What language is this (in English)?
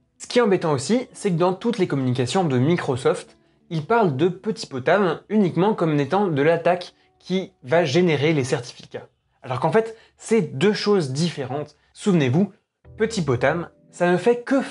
French